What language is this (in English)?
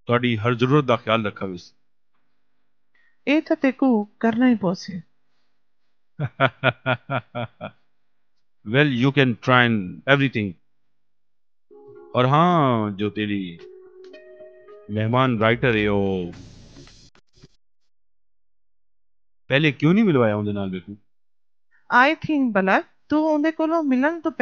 Saraiki